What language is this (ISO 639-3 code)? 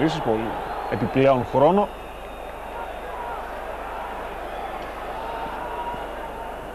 ell